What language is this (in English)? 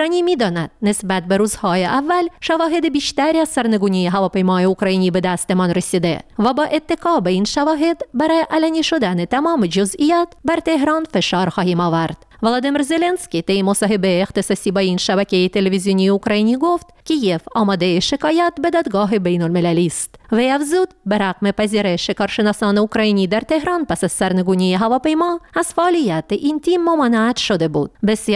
Persian